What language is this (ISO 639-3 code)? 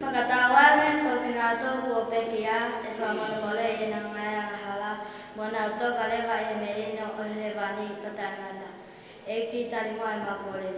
ton